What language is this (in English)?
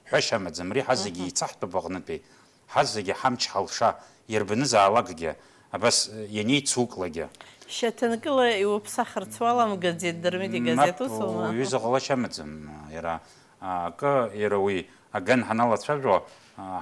Abkhazian